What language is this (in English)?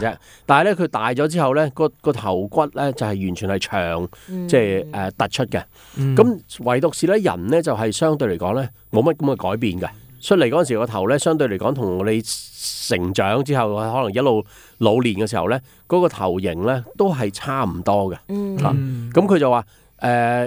Cantonese